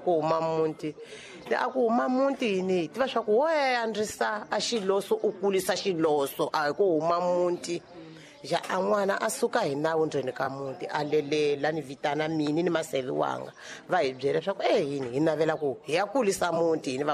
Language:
Tsonga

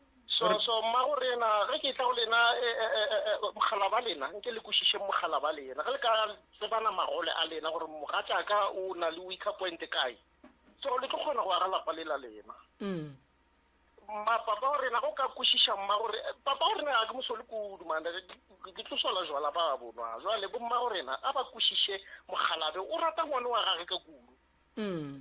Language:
Northern Sotho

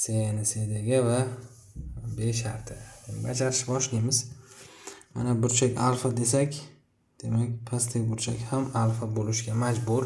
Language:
Uzbek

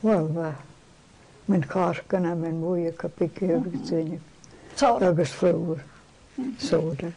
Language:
Irish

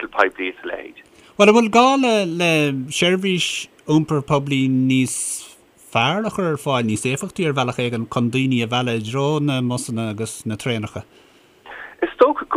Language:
Irish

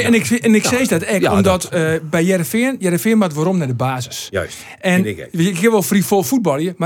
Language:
Western Frisian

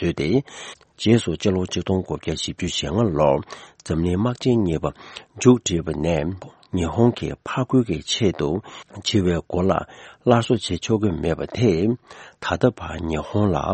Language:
Tibetan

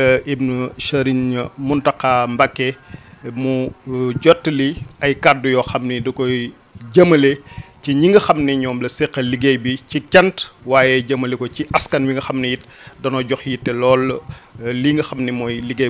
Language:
Wolof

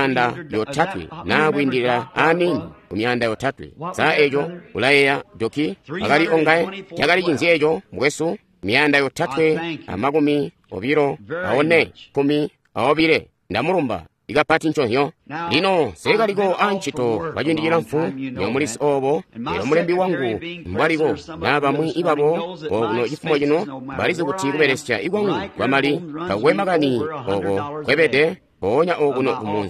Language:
Tonga (Zambia)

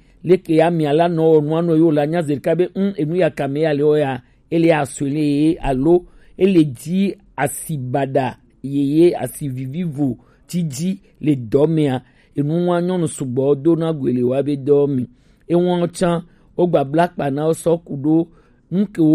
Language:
Gen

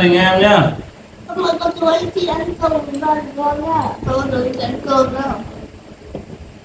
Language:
Vietnamese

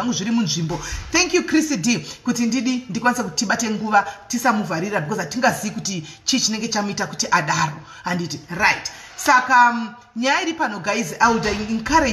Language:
Shona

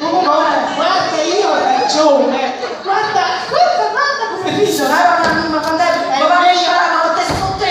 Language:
Neapolitan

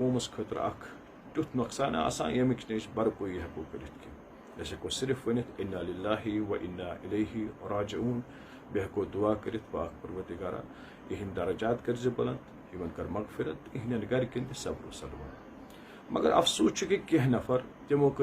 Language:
Kashmiri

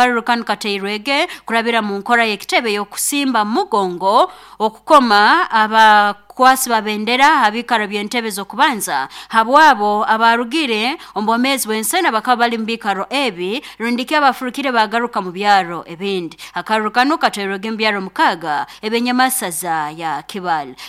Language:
Nyoro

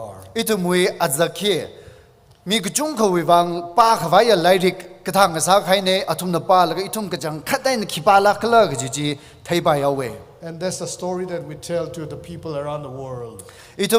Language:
Tangkhul Naga (India)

